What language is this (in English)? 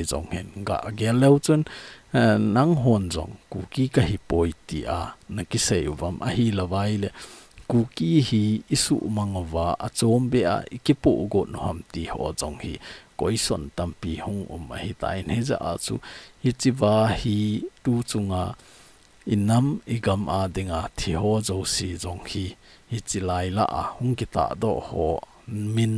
Thado Chin